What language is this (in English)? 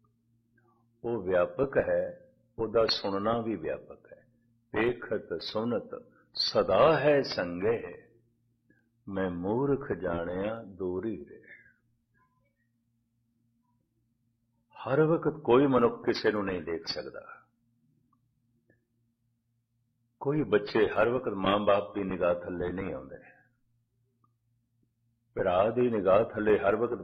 Punjabi